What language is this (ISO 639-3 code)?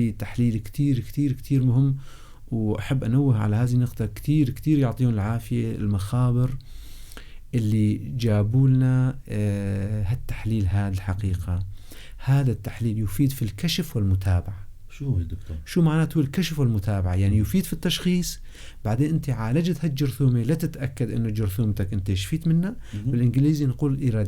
apc